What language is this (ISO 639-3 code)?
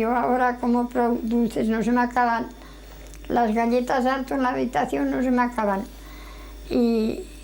arg